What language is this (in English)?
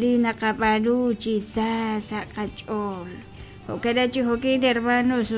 Kekchí